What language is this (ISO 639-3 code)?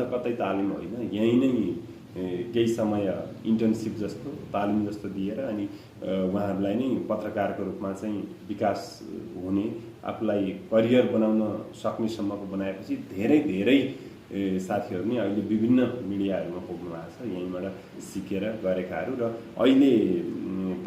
nep